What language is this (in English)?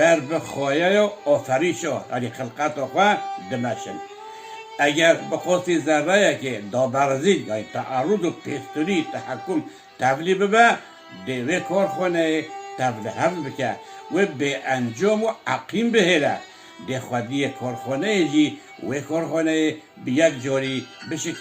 Kurdish